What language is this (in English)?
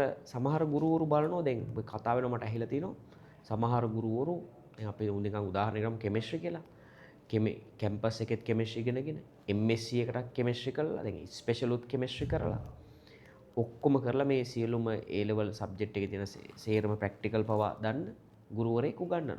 Sinhala